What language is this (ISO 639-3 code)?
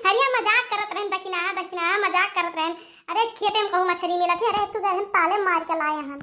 awa